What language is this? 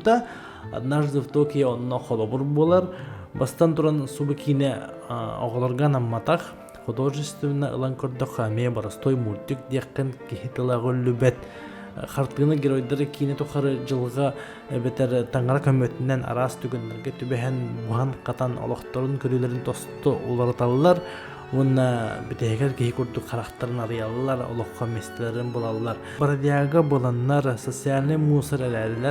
Yakut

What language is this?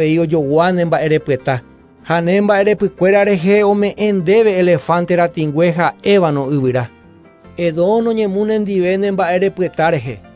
Guarani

